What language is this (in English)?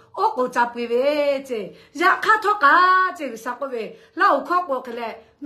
Lahu